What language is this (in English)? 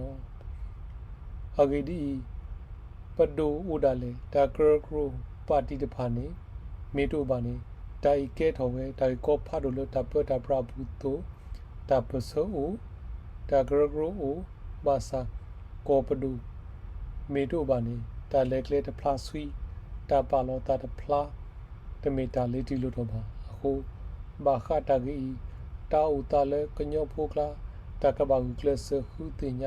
S'gaw Karen